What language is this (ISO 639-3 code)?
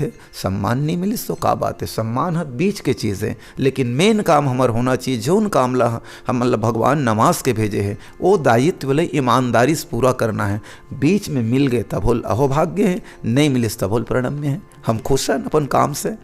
hne